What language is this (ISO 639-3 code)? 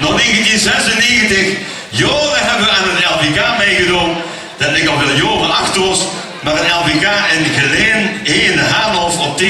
lim